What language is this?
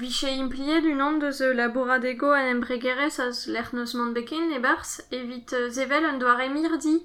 Breton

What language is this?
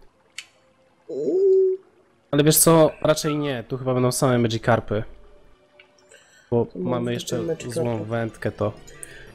Polish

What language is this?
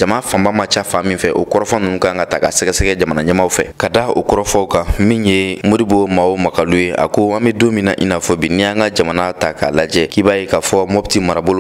Bambara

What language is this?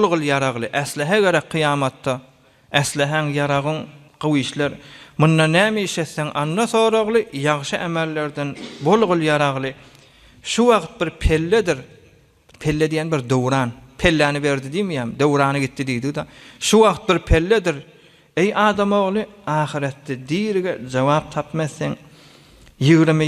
Turkmen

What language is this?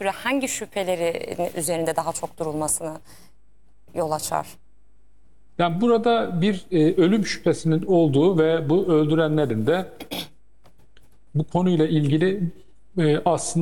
Turkish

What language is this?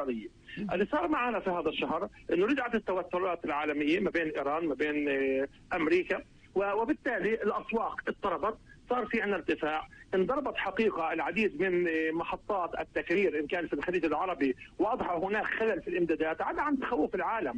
North Levantine Arabic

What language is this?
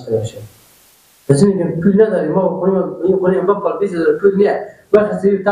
Persian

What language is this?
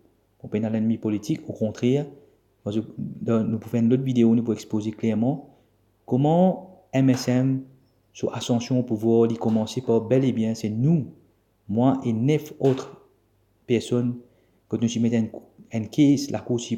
Morisyen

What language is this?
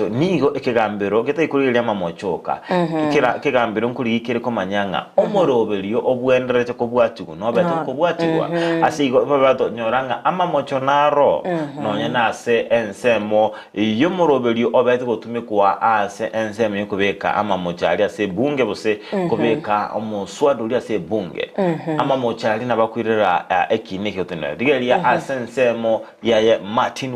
Gusii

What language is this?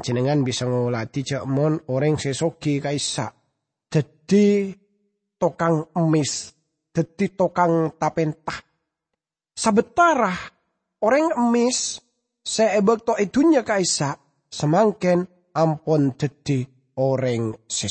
Madurese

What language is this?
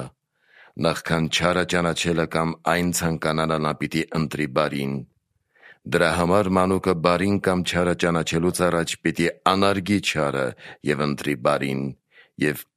Armenian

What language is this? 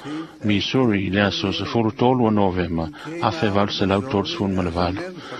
Samoan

